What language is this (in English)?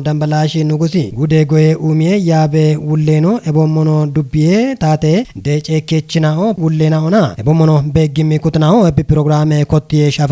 Kafa